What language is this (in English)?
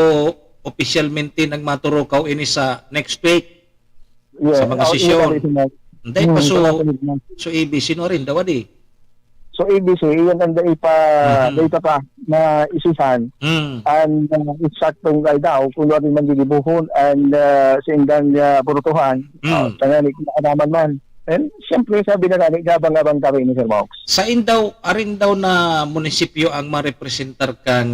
Bikol